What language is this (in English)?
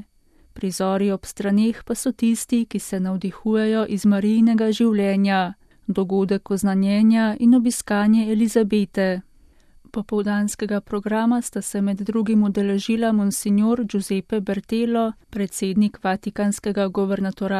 Slovenian